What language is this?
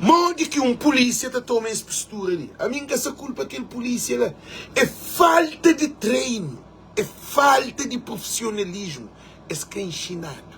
Kabuverdianu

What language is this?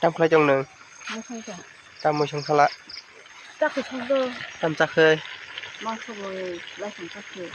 Kok Borok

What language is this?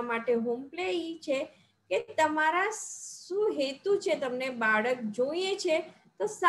Gujarati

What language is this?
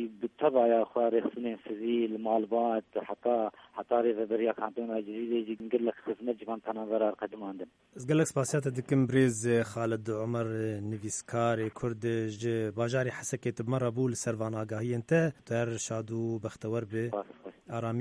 Kurdish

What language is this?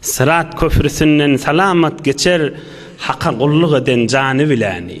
Turkmen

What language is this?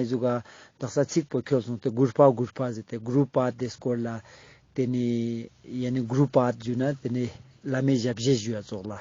Ladakhi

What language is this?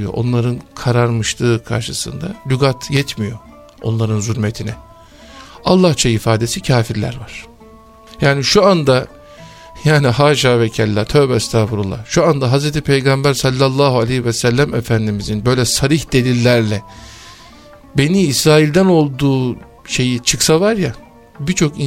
Turkish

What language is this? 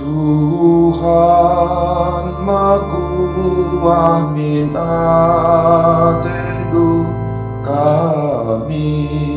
Batak Karo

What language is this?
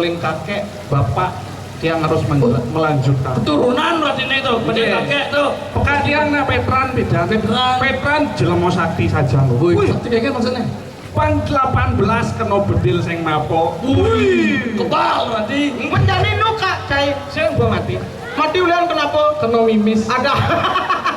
Balinese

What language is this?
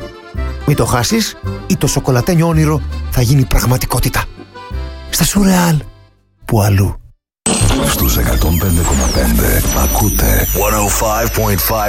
Greek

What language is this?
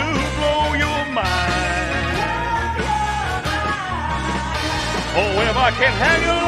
English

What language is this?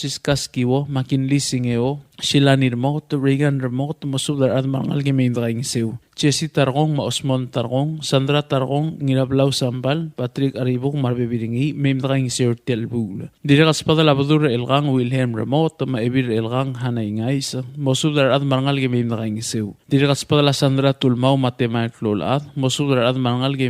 Palauan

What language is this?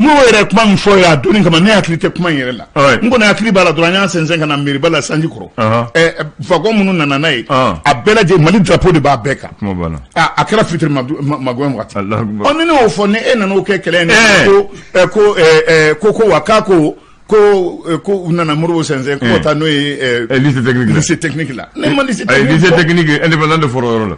Bambara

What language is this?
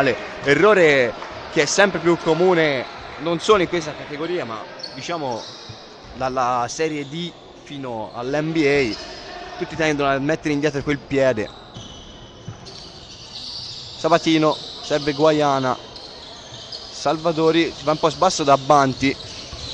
Italian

